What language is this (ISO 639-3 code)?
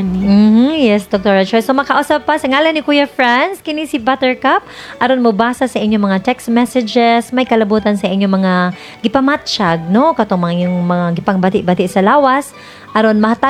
ceb